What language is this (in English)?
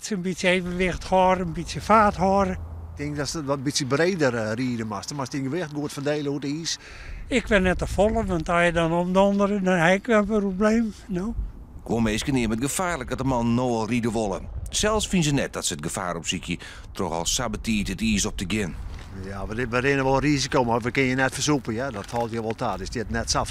Western Frisian